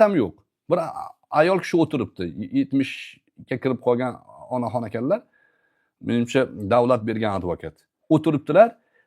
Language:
Uzbek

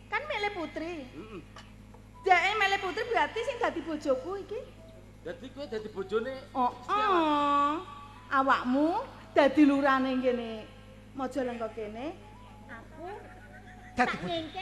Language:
Javanese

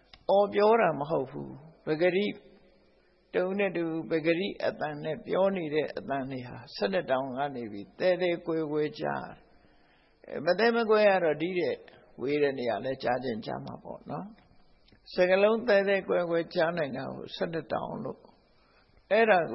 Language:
Burmese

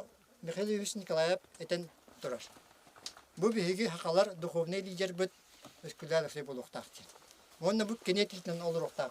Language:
Yakut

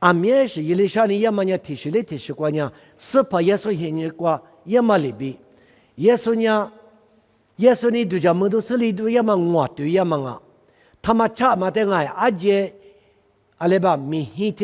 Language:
Lisu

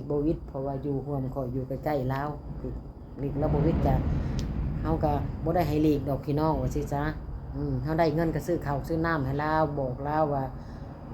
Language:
Northeastern Thai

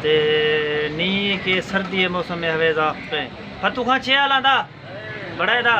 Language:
Saraiki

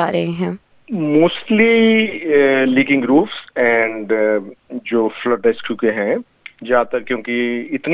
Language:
Hindi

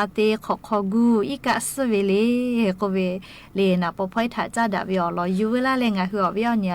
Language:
Lahu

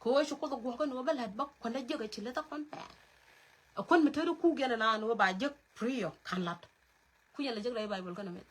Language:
Nuer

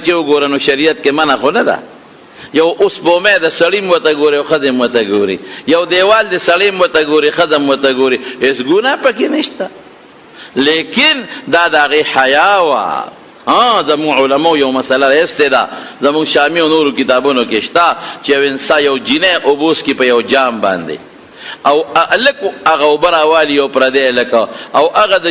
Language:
Pashto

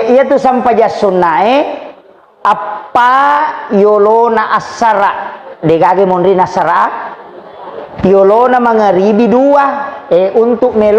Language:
Buginese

